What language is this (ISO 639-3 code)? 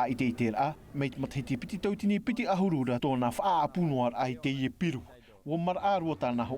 tah